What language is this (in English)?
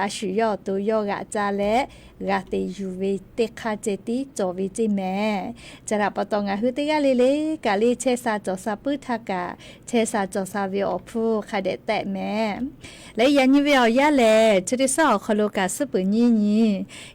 Lahu